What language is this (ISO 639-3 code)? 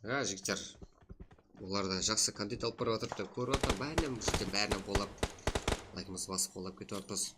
kaa